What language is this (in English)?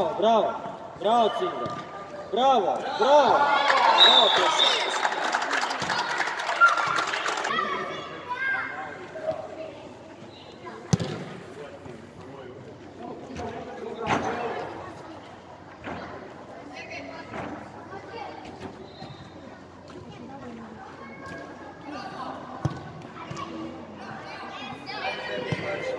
Serbian